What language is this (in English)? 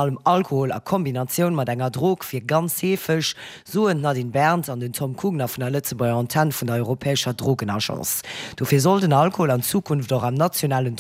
Luxembourgish